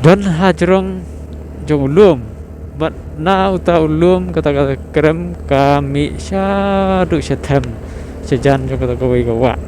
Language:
Khasi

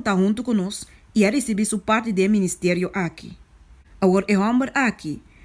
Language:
Papiamento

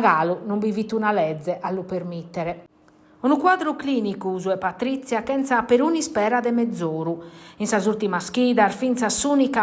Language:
Sardinian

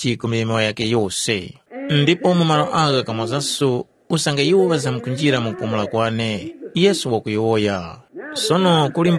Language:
Tumbuka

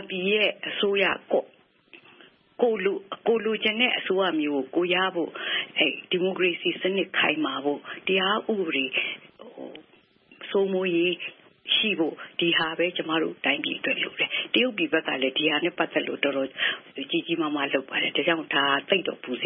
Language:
Burmese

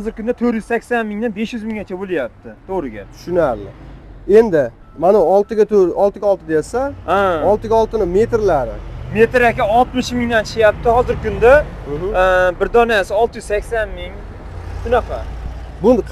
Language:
Uzbek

